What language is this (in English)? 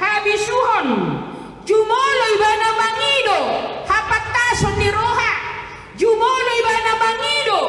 Batak Toba